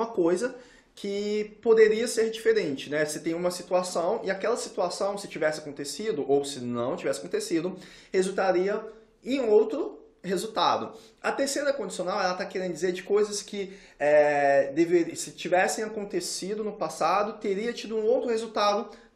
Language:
Portuguese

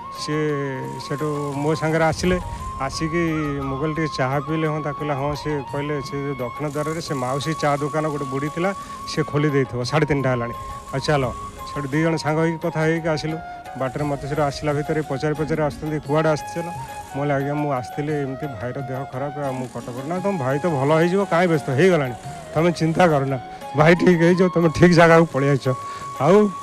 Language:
Odia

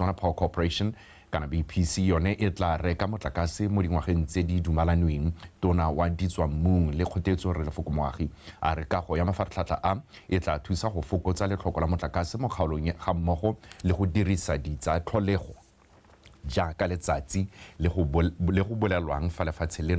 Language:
Tswana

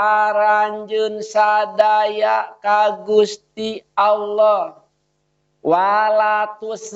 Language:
Sundanese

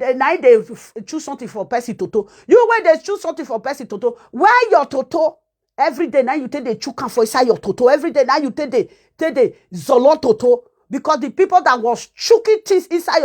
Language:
Nigerian Pidgin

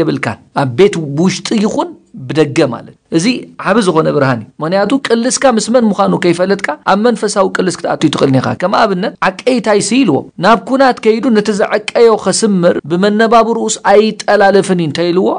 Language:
Tigrinya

